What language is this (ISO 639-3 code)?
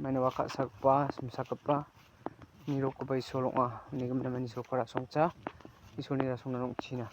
grt